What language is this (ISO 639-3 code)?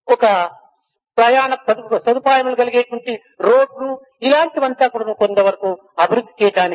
tel